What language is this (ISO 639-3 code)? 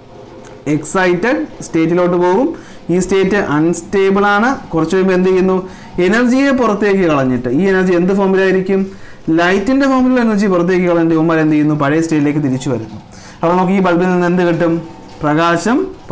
mal